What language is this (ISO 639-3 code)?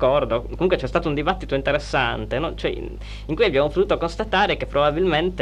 ita